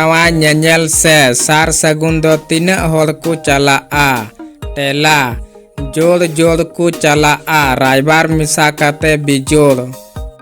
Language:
Santali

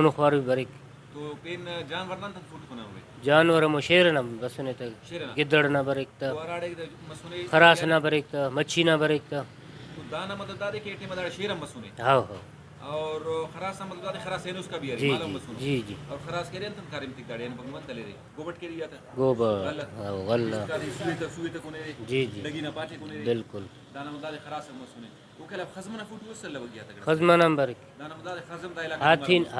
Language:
Brahui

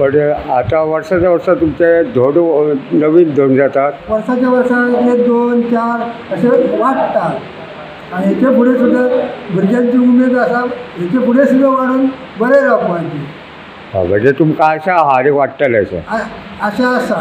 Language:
Konkani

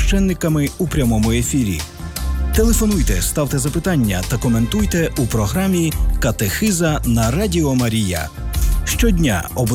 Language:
Ukrainian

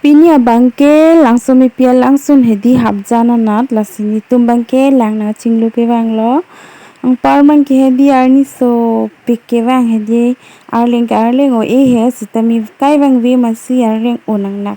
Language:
Karbi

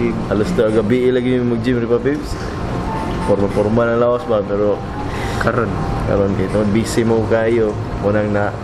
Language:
Cebuano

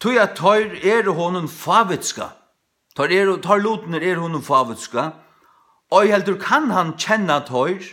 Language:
Faroese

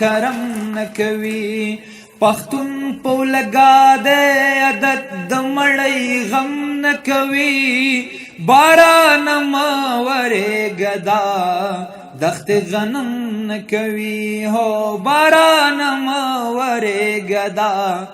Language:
Pashto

